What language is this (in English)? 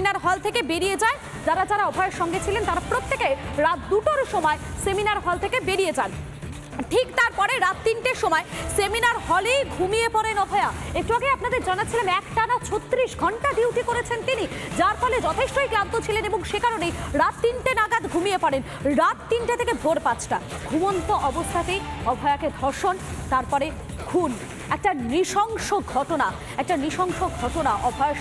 Bangla